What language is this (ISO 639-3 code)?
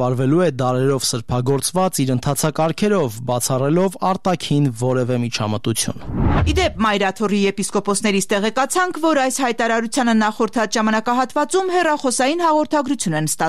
hye